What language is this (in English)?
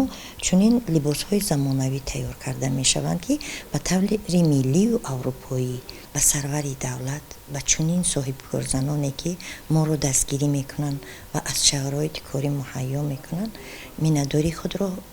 Tajik